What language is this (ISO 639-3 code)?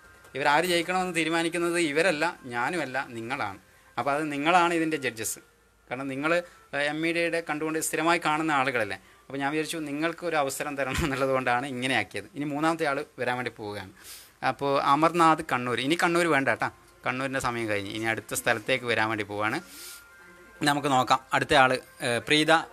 mal